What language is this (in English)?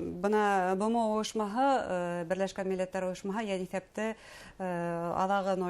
Bashkir